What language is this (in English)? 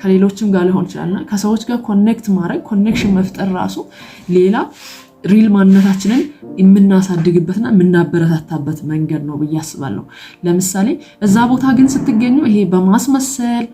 Amharic